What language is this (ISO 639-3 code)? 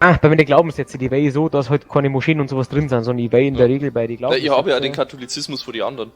bar